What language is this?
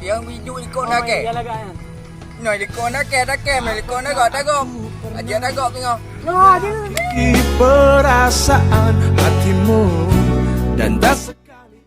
Achinese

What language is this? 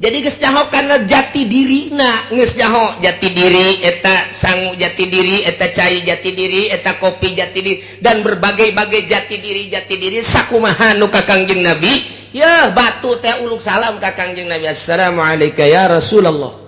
Sundanese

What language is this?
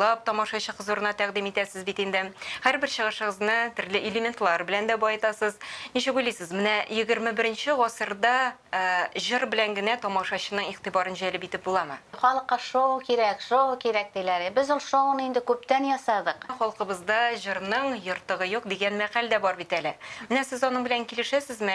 Tatar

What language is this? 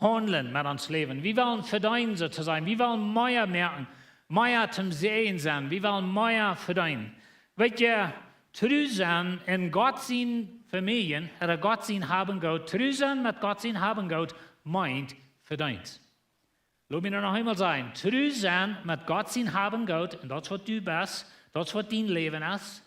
Plautdietsch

